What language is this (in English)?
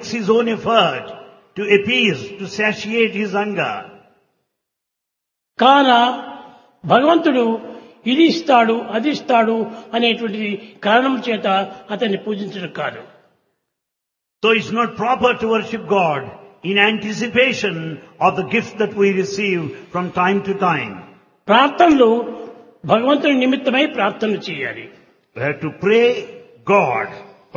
Telugu